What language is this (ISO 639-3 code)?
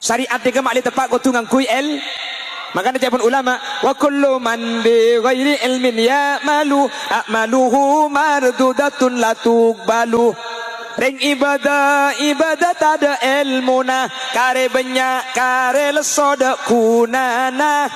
mad